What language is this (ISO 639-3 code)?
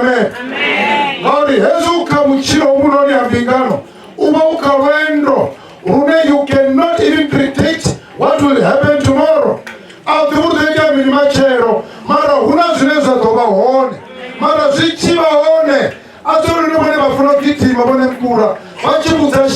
ven